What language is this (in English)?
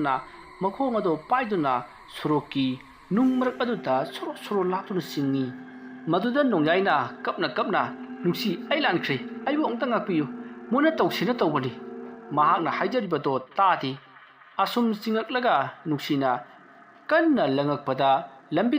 Manipuri